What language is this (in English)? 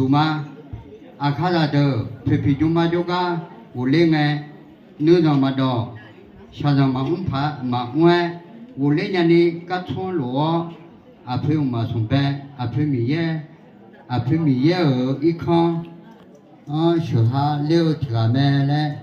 Akha